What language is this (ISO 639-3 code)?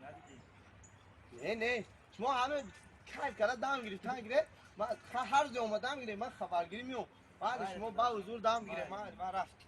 tgk